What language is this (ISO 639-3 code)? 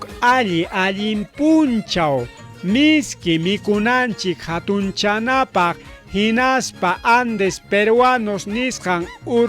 quy